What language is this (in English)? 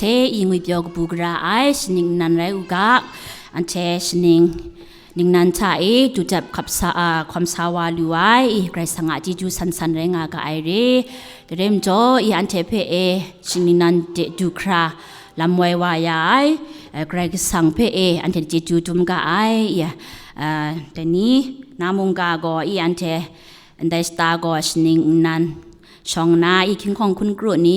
Kachin